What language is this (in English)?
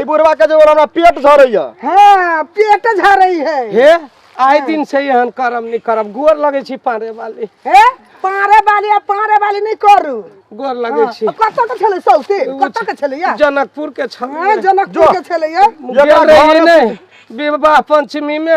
Maithili